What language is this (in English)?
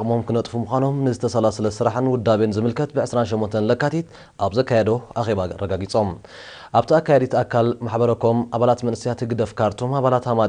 Tigrinya